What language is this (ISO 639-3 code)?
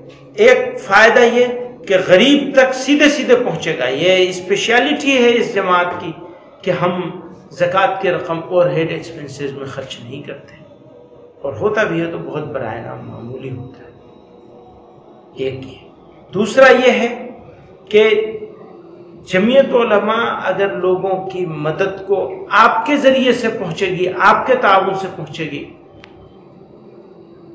urd